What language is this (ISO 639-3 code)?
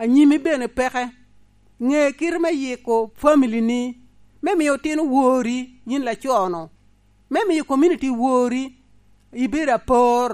laj